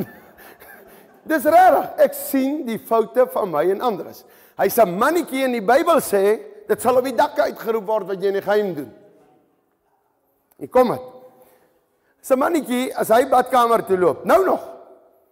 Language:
Afrikaans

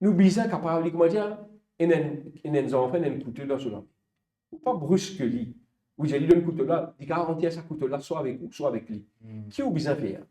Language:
Morisyen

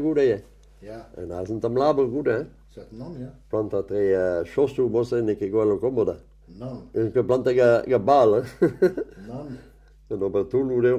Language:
Breton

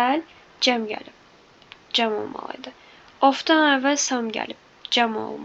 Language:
Azerbaijani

